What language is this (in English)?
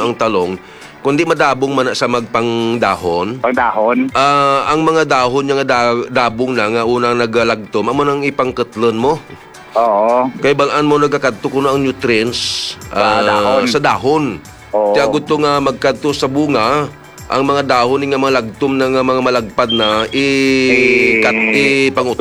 Hiligaynon